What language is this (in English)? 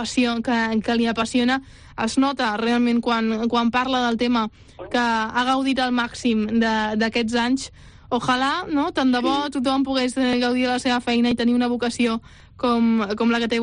Catalan